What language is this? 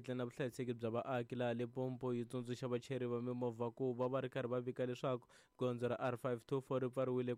Tsonga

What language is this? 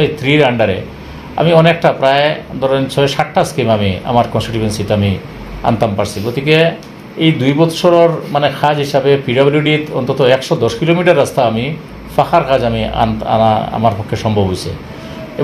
Sylheti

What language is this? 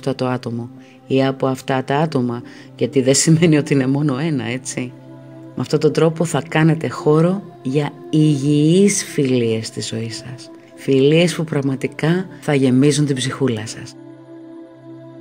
Greek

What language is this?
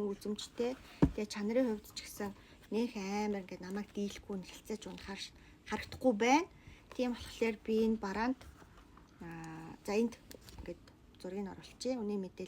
Mongolian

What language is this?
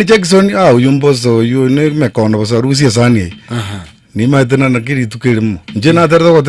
Gusii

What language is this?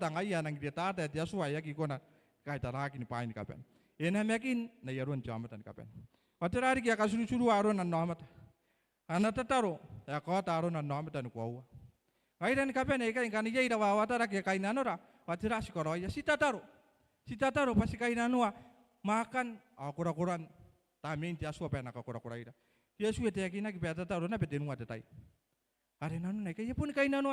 Gilbertese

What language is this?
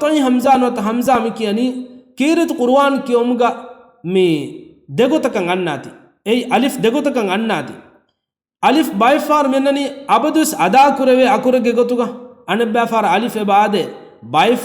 Divehi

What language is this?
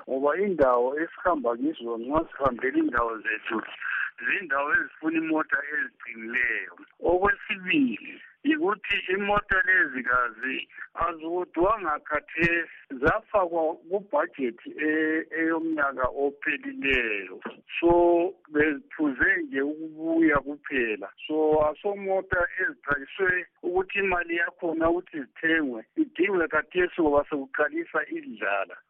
North Ndebele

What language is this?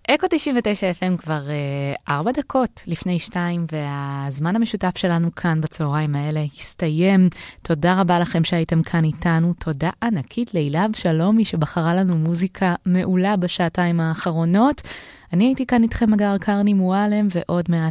Hebrew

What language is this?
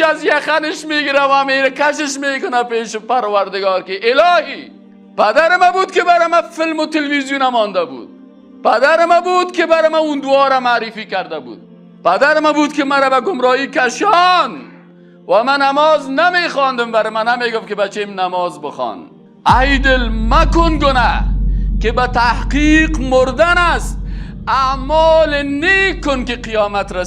Persian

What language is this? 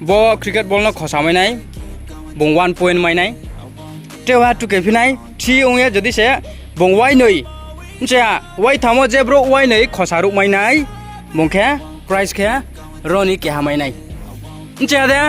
Riang (India)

